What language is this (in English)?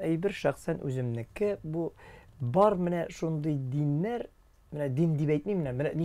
Tatar